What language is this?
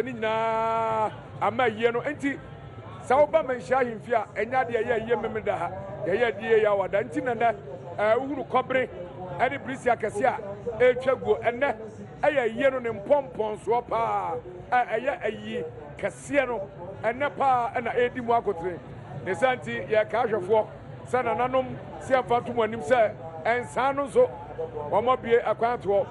Akan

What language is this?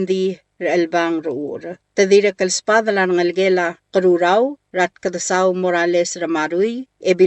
Palauan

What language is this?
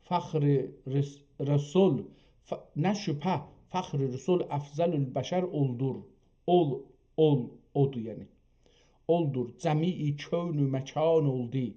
South Azerbaijani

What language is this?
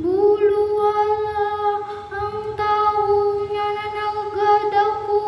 Cebuano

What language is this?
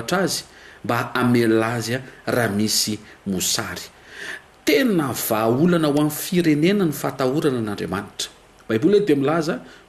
Malagasy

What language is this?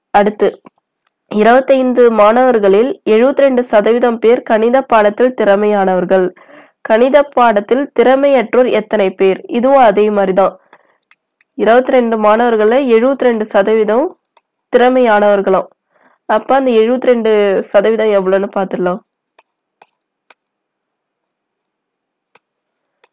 Tamil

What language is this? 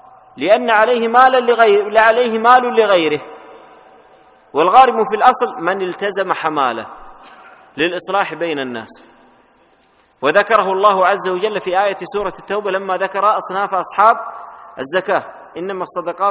Arabic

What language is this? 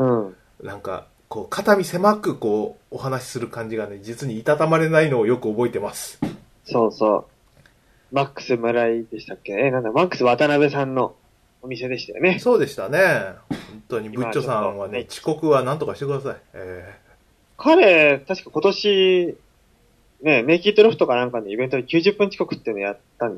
Japanese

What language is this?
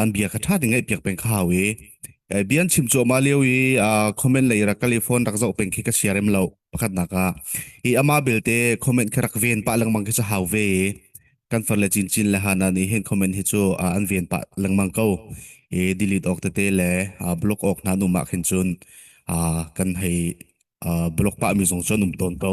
Hakha Chin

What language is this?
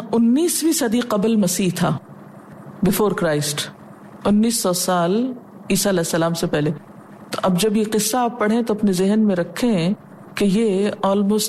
Urdu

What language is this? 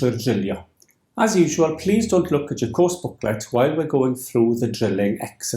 Welsh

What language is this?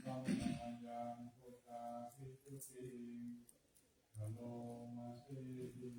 Pali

